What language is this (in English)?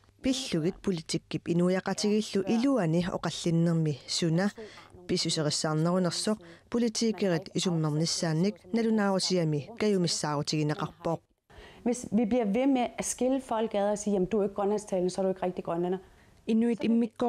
Kalaallisut